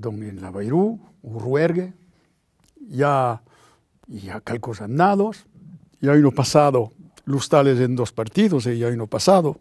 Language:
Occitan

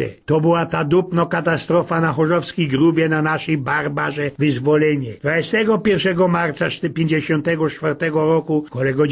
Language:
Silesian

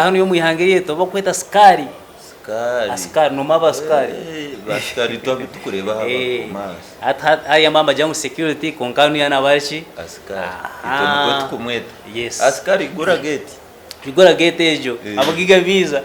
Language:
Nyankole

